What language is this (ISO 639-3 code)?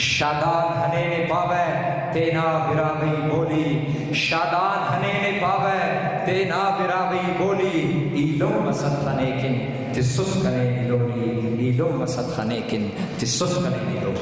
brh